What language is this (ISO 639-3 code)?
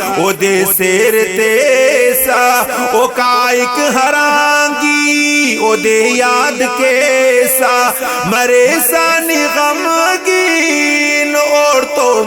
brh